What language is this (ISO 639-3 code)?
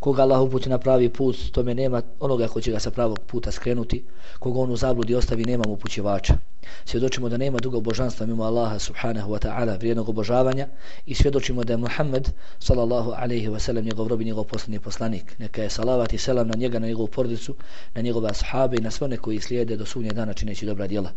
bos